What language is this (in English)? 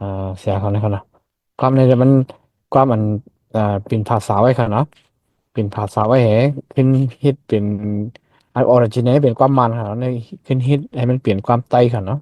Shan